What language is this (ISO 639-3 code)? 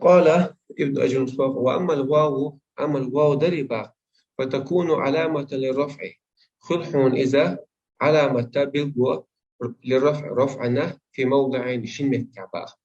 che